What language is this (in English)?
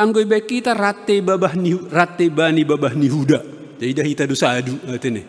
Batak Simalungun